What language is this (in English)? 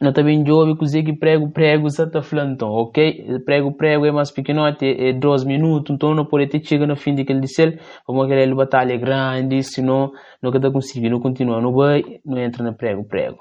Kabuverdianu